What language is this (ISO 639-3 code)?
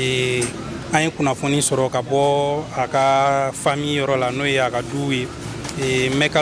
bam